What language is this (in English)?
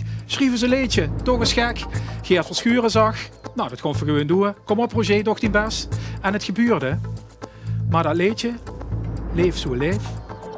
Limburgish